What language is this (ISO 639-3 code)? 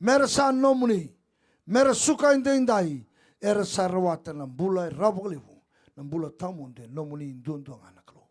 fij